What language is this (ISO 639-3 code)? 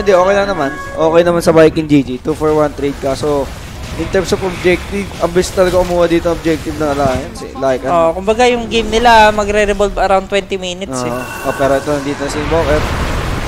fil